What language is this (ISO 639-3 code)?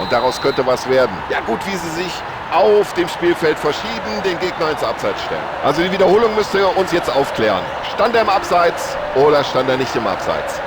bar